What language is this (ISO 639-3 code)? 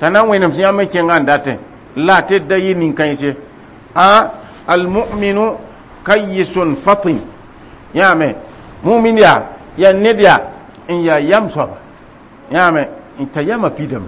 mos